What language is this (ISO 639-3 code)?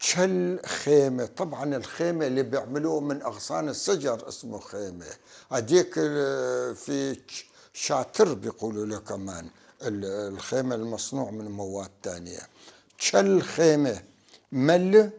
apc